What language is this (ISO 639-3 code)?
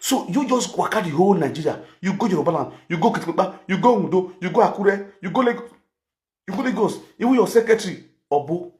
pcm